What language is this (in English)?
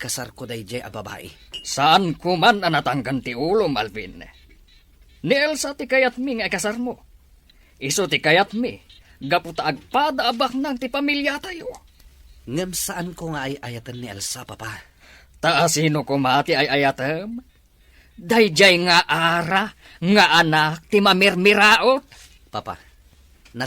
Iloko